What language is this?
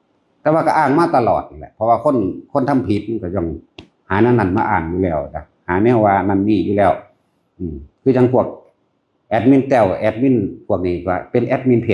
Lao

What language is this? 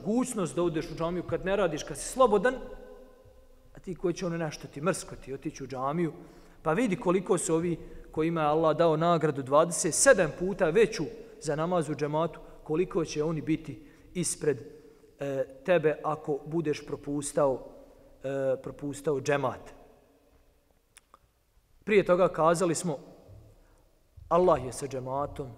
Bosnian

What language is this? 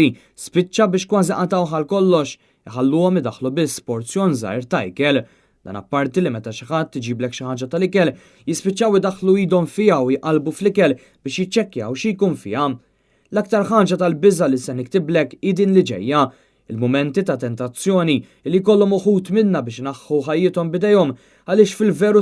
Maltese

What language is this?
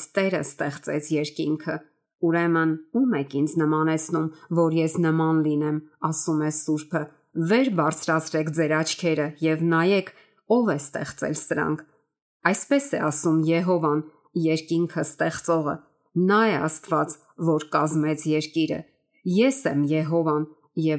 Armenian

